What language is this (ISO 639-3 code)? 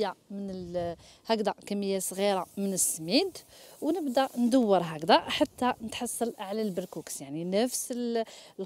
arq